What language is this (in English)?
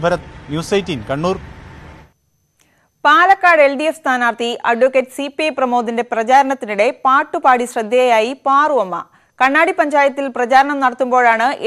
Malayalam